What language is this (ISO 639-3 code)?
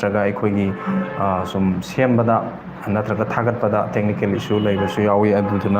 mni